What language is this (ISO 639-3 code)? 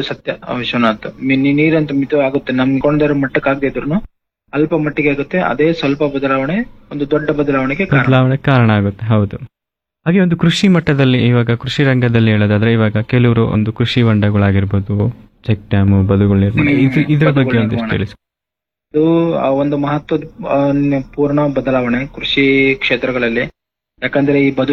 kan